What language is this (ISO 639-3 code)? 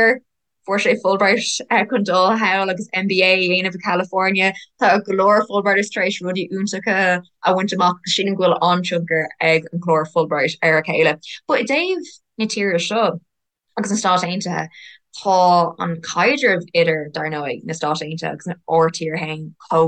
gle